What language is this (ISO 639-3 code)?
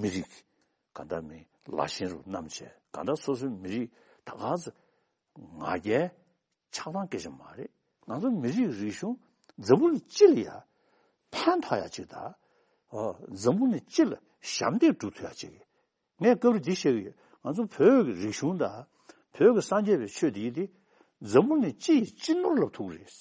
bod